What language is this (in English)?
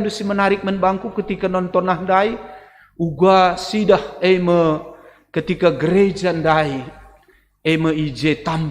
Batak Karo